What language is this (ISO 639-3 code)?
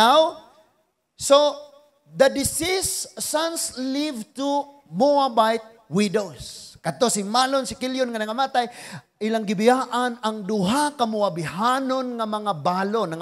ceb